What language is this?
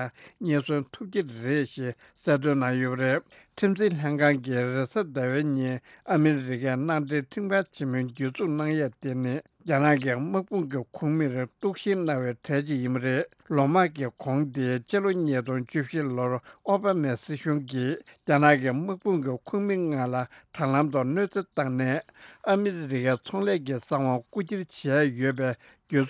Tibetan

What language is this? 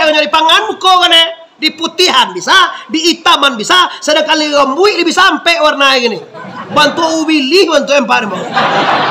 Minangkabau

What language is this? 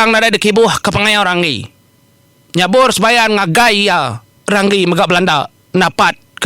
Iban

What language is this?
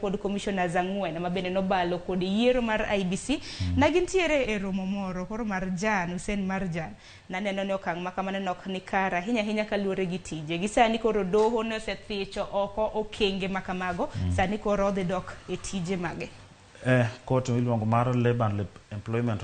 Luo (Kenya and Tanzania)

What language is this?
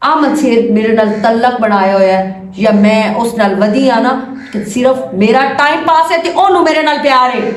Western Panjabi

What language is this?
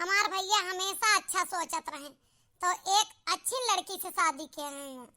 Awadhi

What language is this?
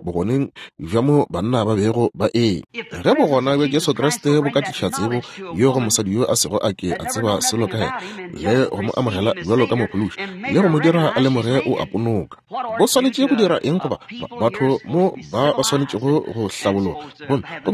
Northern Sotho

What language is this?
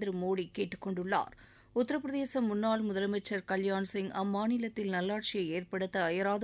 Tamil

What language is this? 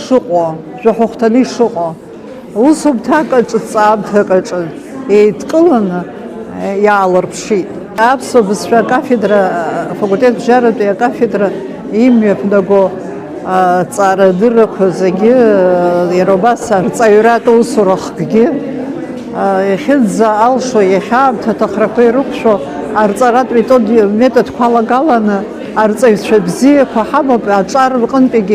Abkhazian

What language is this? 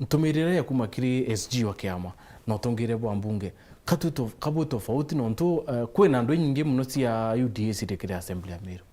Meru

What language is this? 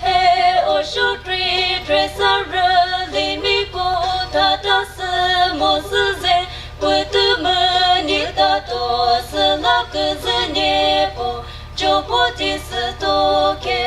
Chokri Naga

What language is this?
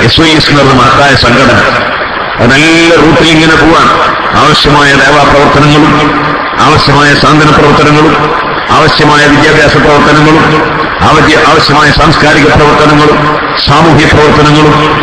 Malayalam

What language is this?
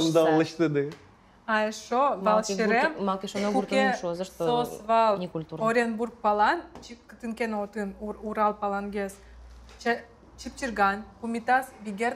Udmurt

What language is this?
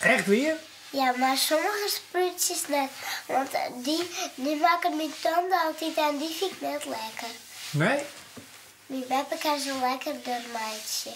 Western Frisian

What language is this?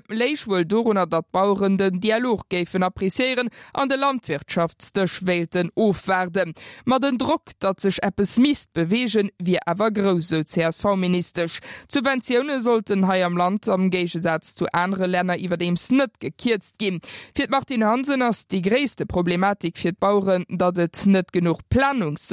Luxembourgish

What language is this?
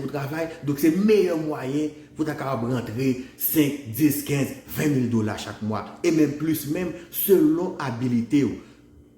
Haitian Creole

